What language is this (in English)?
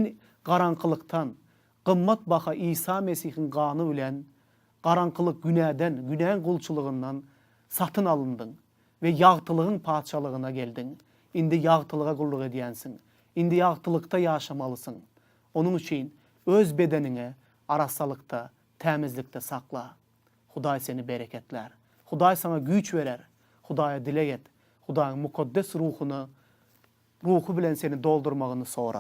Turkmen